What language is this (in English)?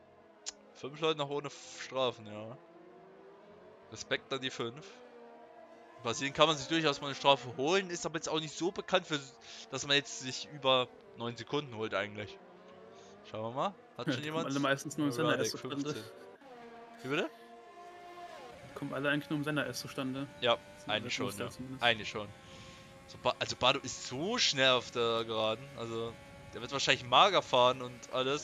German